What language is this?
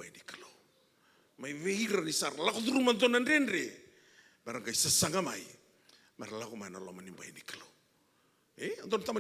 Fijian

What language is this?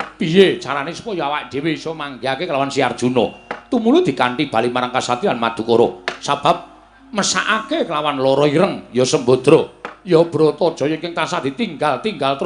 Javanese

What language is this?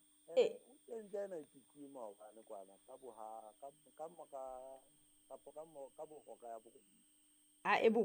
Southern Sotho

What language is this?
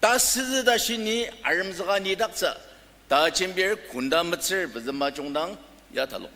Ao Naga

